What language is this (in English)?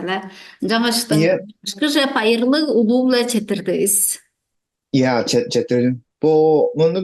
Tuvinian